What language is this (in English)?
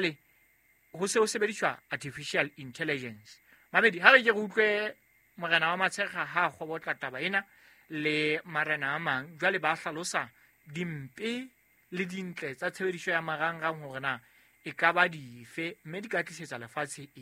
Southern Sotho